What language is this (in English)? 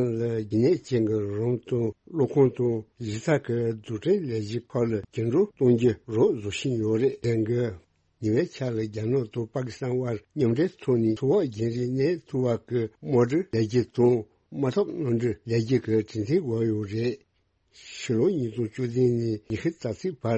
Tibetan